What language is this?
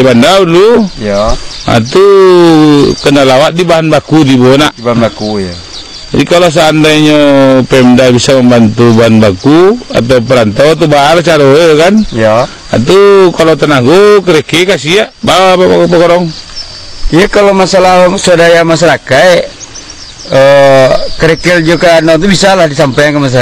Minangkabau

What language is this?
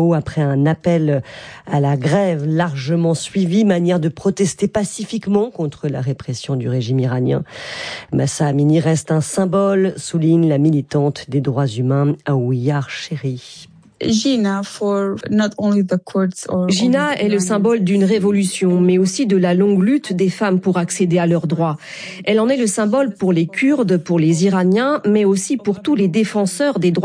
French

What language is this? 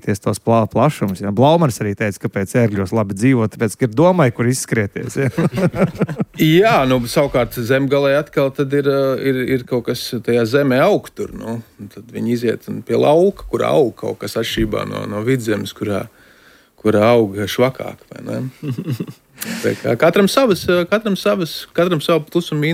Latvian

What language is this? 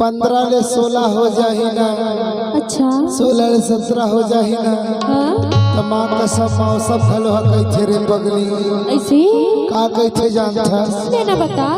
Chhattisgarhi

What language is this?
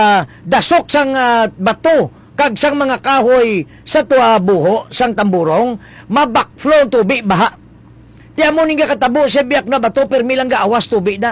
Hiligaynon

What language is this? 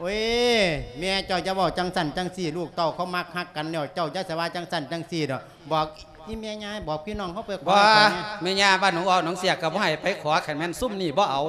Lao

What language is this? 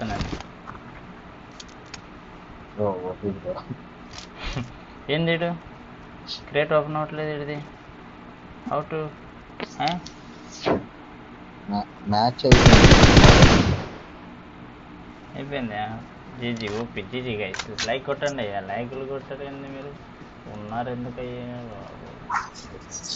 Telugu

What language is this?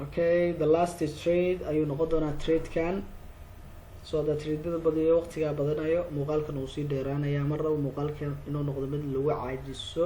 Somali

